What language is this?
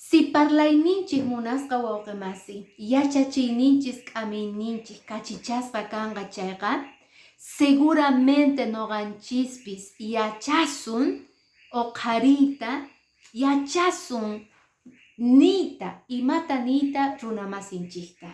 Quechua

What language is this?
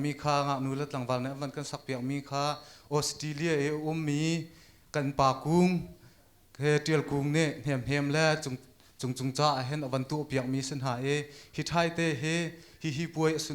Hakha Chin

